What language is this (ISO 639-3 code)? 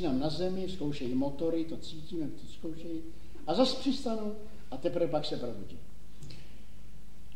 ces